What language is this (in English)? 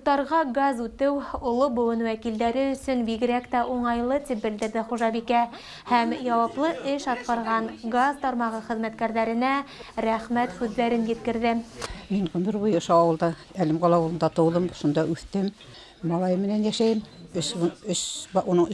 Bashkir